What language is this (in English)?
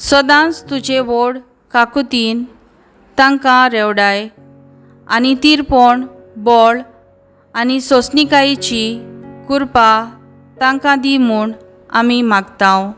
Konkani